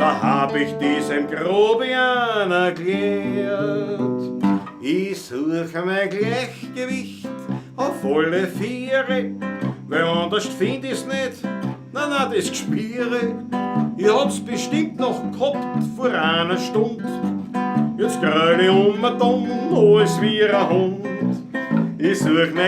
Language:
Bavarian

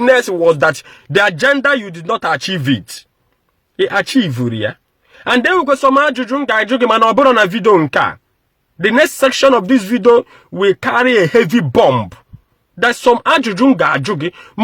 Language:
Igbo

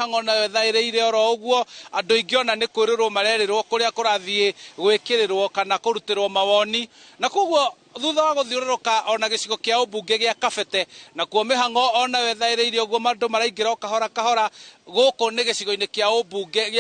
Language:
Kikuyu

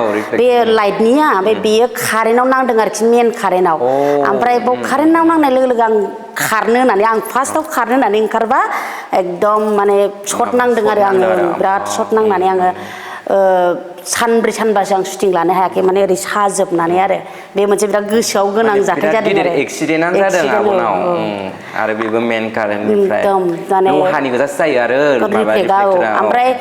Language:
Bodo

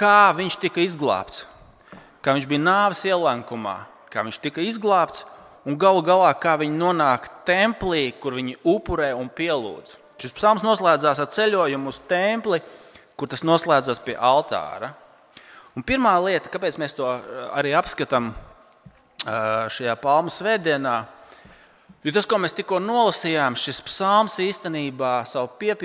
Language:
Latvian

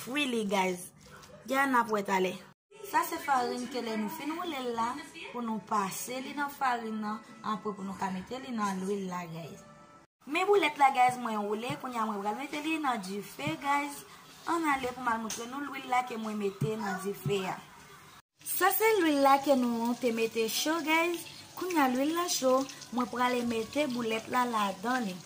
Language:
Haitian Creole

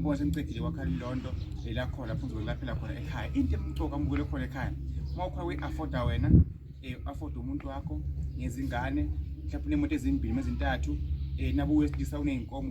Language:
Zulu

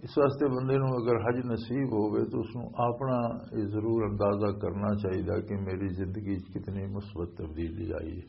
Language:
Western Panjabi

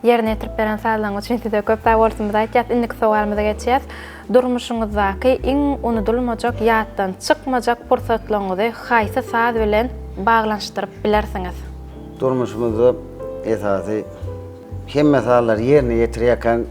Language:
Turkmen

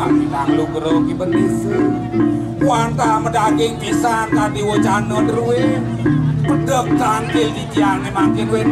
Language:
Balinese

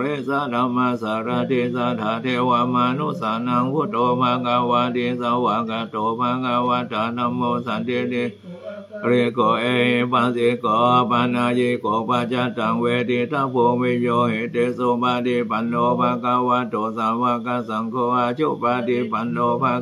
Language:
Pali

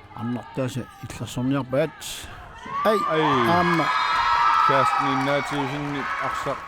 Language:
Kalaallisut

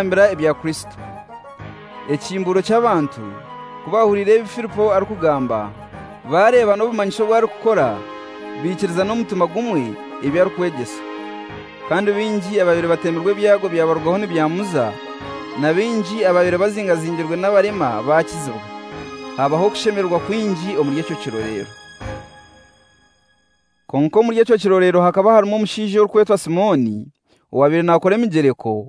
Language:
Kinyarwanda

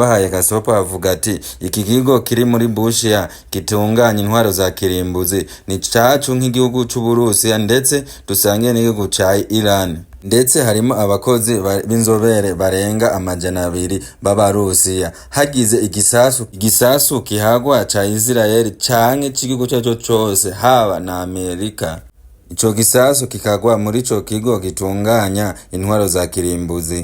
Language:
Rundi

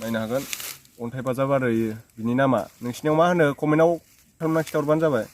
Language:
Bodo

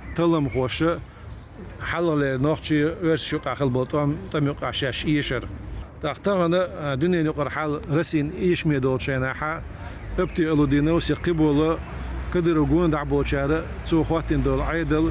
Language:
Chechen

